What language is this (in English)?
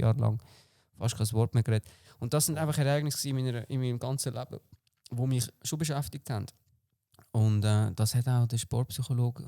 Swiss German